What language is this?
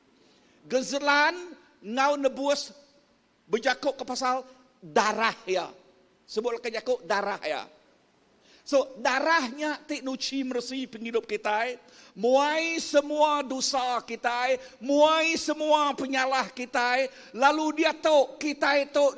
Iban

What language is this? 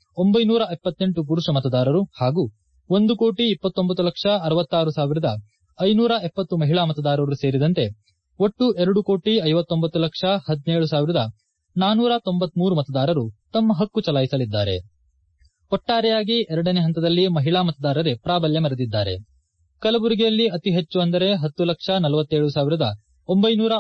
Kannada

